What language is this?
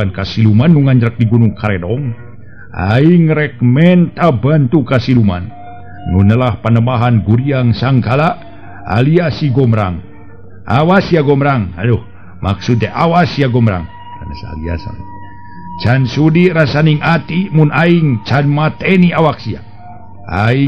Sundanese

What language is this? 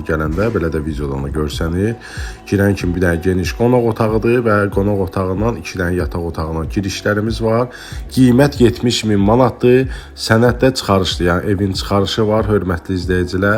Azerbaijani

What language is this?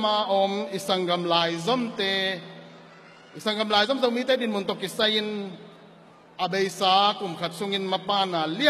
Tedim Chin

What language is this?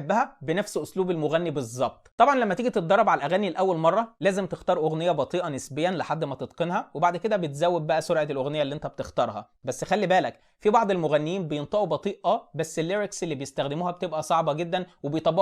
Egyptian Arabic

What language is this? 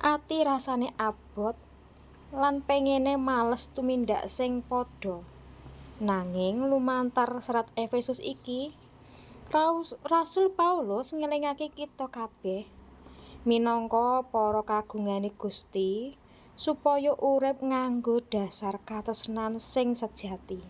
Javanese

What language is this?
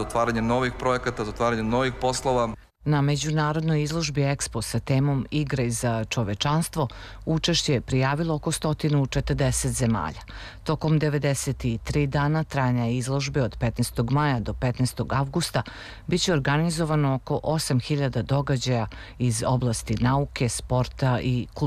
Serbian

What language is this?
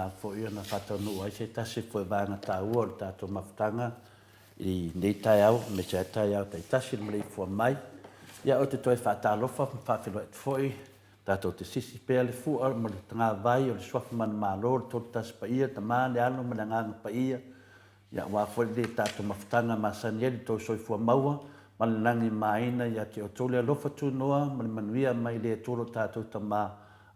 Samoan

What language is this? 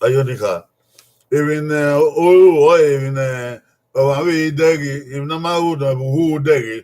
Bini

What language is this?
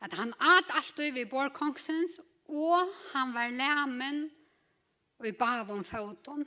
Faroese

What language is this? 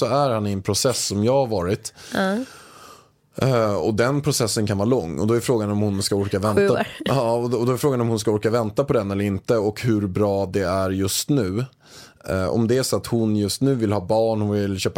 Swedish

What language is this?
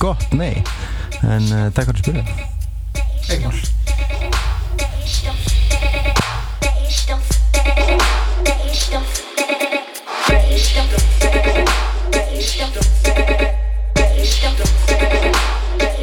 Icelandic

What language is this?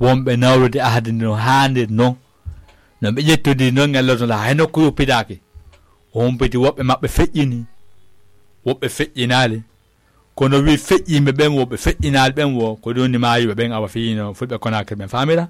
Fula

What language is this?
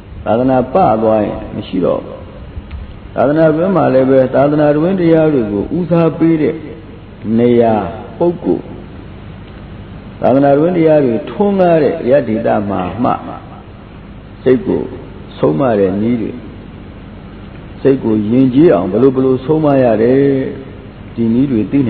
Burmese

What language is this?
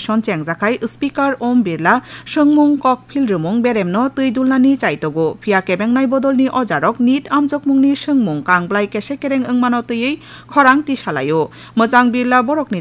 Kok Borok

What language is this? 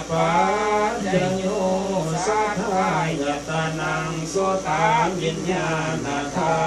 Pali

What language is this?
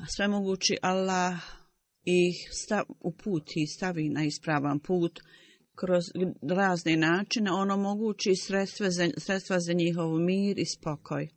Bosnian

